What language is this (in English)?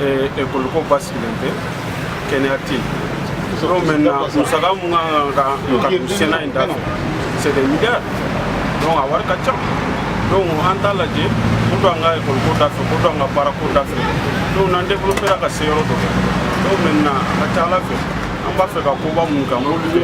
Bambara